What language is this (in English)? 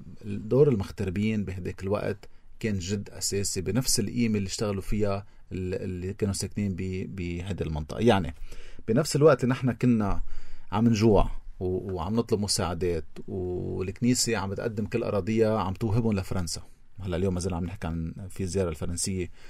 North Levantine Arabic